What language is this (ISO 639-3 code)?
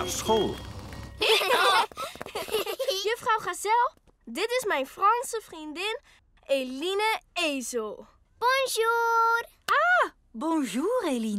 nld